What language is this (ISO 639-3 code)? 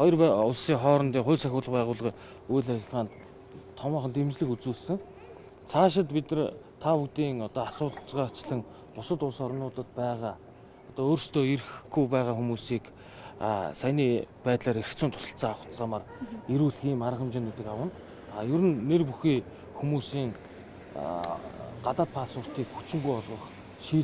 mon